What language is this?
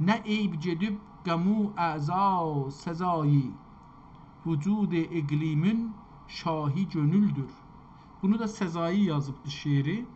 South Azerbaijani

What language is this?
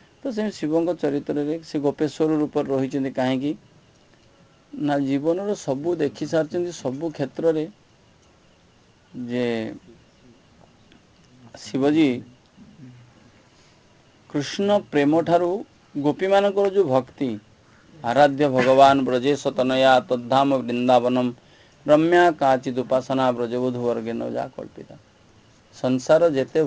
Odia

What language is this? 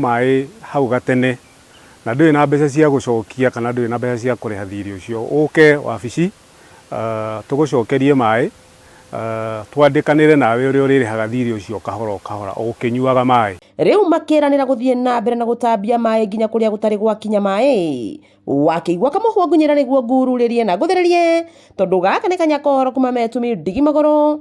Kikuyu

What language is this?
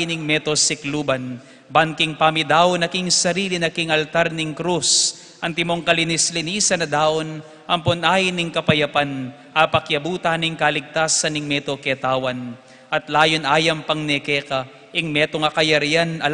Pampanga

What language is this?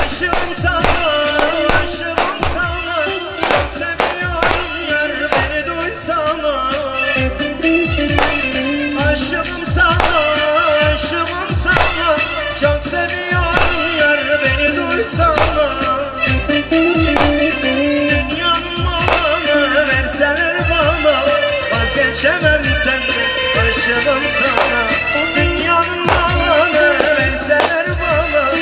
Turkish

